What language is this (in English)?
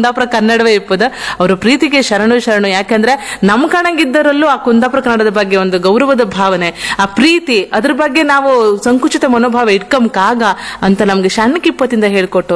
Kannada